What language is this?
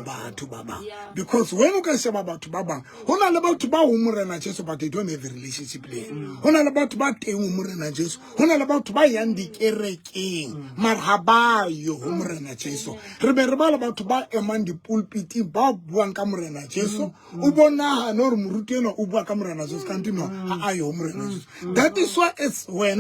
Southern Sotho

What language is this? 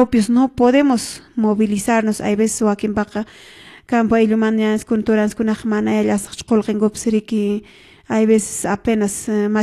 Quechua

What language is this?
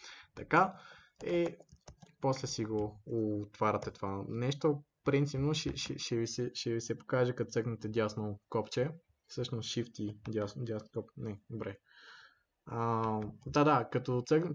Bulgarian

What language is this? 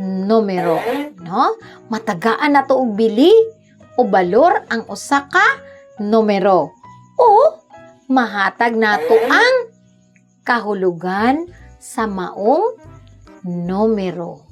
Cebuano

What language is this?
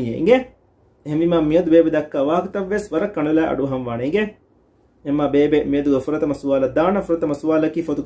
Divehi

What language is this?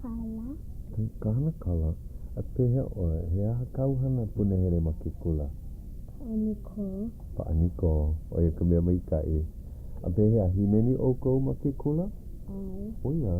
Hawaiian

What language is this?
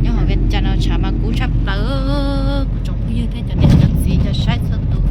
Hmong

